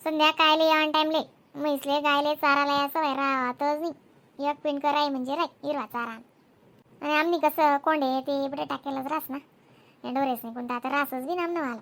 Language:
Khandesi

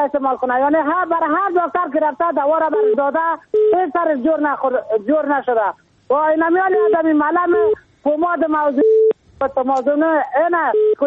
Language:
Persian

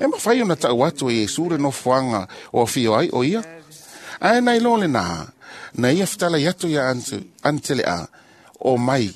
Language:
Samoan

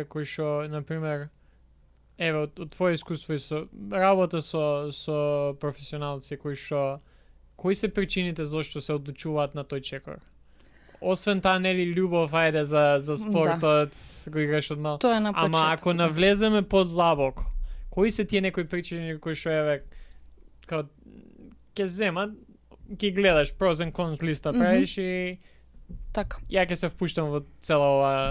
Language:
Macedonian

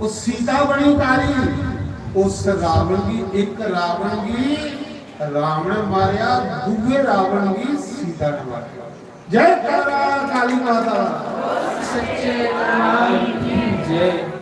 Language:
Dogri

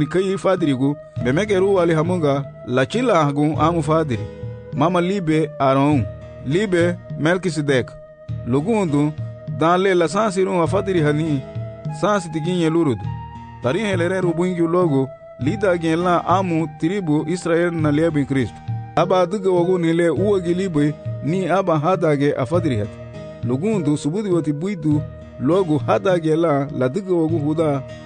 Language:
Garifuna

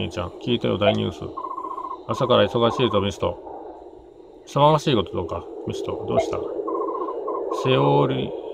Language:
Japanese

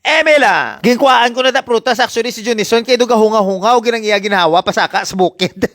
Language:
Hiligaynon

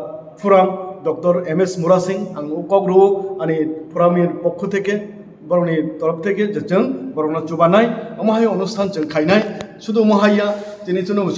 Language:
Kok Borok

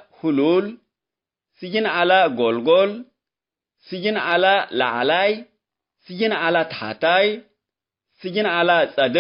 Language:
Tigre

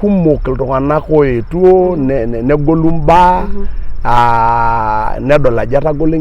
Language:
Masai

